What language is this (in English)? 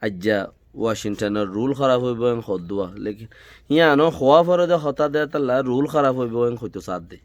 Rohingya